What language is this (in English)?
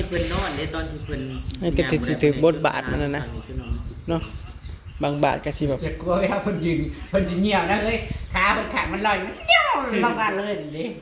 Northeastern Thai